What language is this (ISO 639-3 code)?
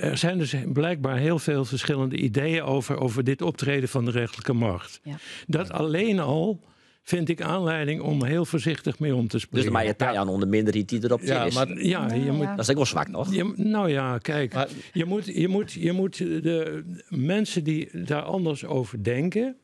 fry